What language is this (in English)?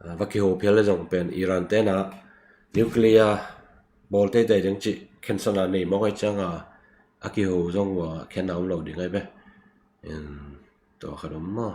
Tedim Chin